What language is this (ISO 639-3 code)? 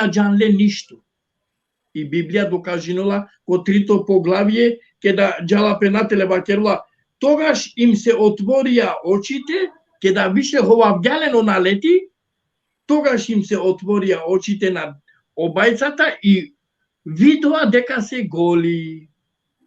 rmn